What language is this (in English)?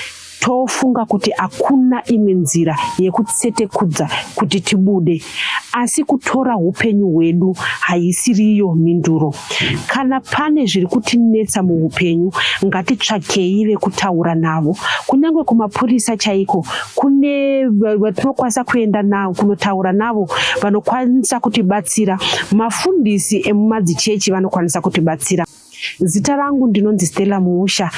Shona